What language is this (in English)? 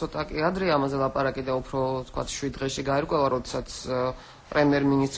Georgian